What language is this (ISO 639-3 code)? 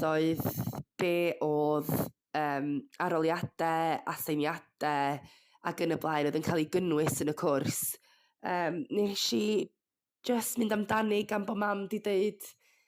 cym